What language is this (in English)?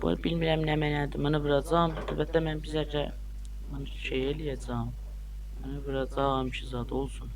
South Azerbaijani